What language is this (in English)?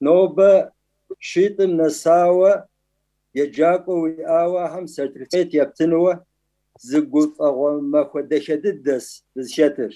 Kabardian